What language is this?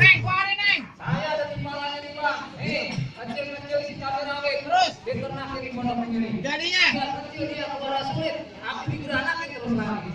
Betawi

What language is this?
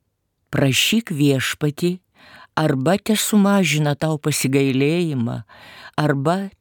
Lithuanian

